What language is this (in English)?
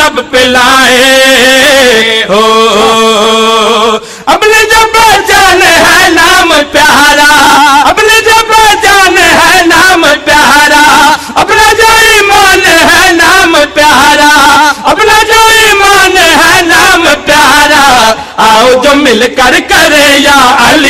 Urdu